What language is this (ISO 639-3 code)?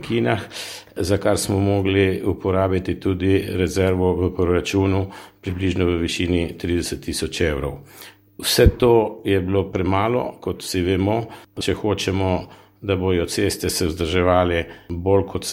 slv